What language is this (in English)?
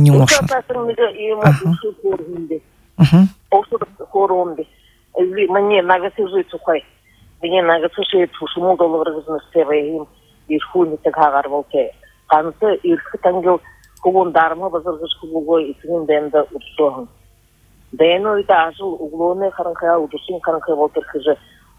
Buriat